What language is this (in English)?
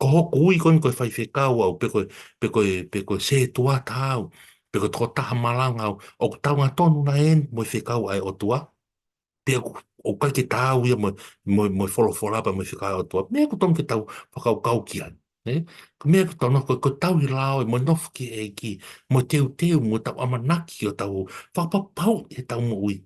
Tongan